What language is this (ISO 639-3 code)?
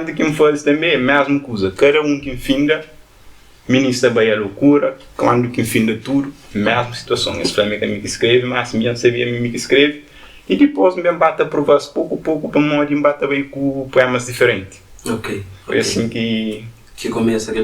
kea